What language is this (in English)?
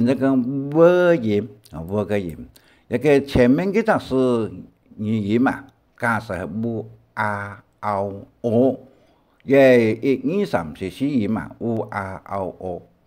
Hakka Chinese